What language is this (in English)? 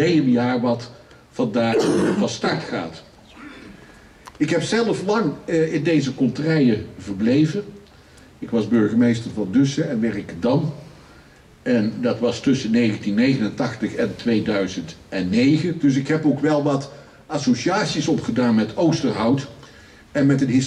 Dutch